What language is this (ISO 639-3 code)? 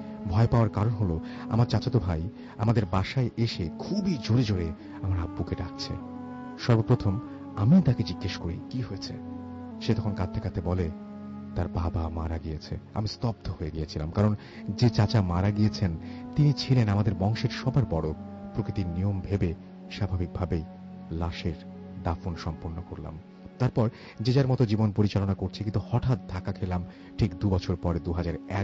ben